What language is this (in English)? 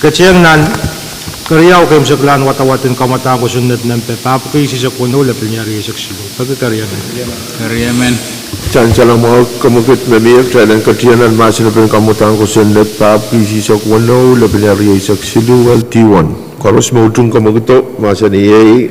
Pohnpeian